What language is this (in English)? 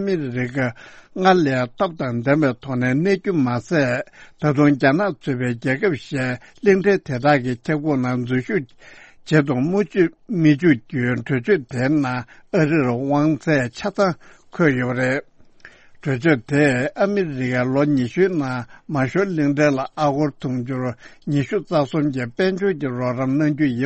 Tibetan